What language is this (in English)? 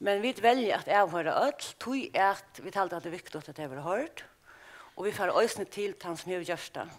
Faroese